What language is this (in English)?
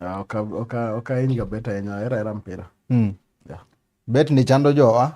Luo (Kenya and Tanzania)